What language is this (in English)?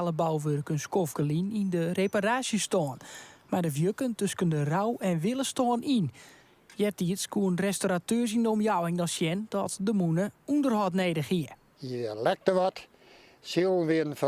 Western Frisian